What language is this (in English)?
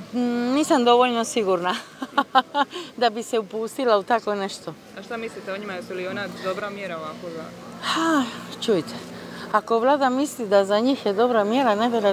Croatian